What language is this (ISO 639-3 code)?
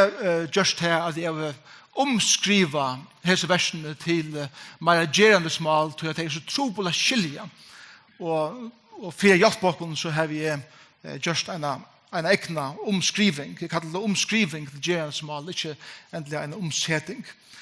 fao